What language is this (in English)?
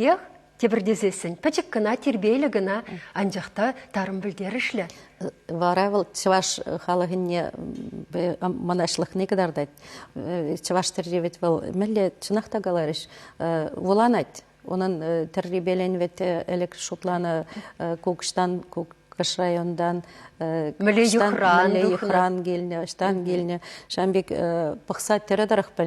Chuvash